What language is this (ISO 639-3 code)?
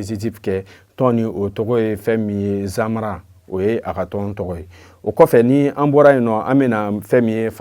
bam